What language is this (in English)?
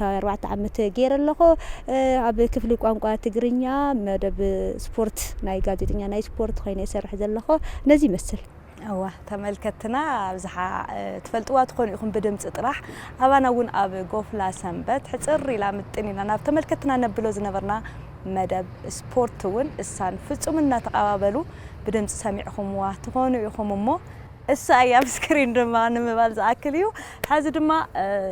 Tigrinya